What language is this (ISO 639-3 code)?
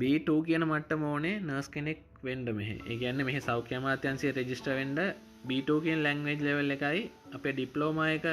sin